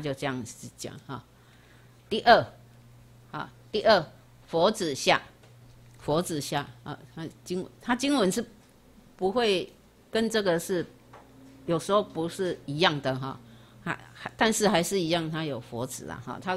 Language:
Chinese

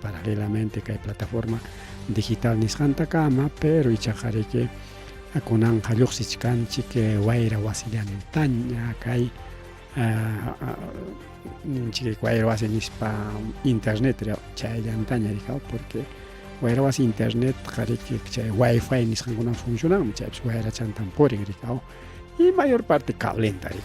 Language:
Ayacucho Quechua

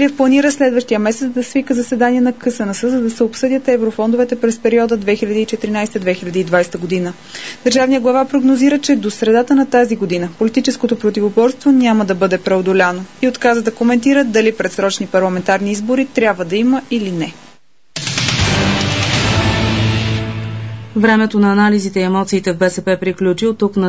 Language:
Bulgarian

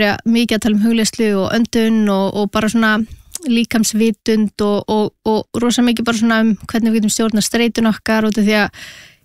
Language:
Icelandic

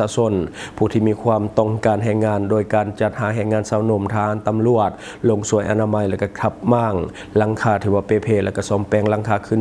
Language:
Lao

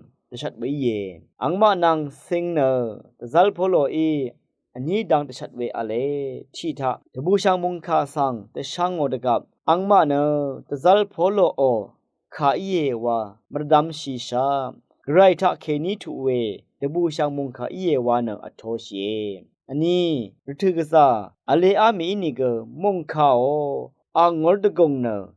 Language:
Rawang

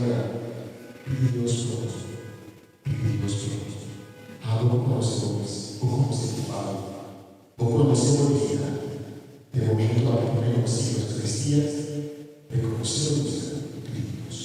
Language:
Papiamento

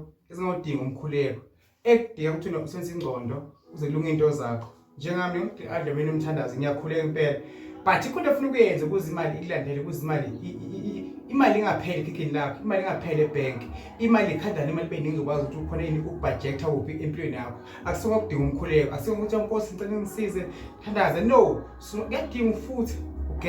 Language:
Zulu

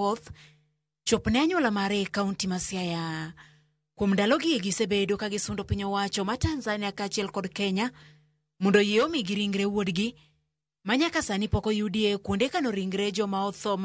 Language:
Luo (Kenya and Tanzania)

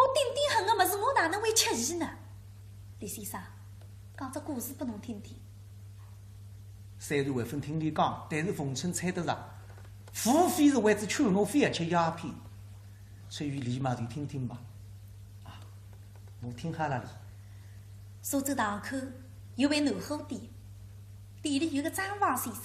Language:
Wu Chinese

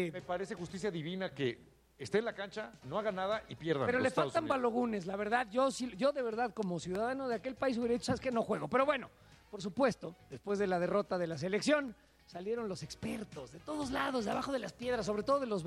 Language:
Spanish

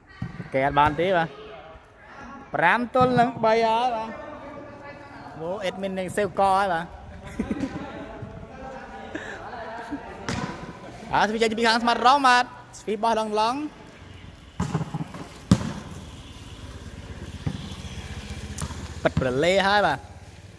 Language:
Vietnamese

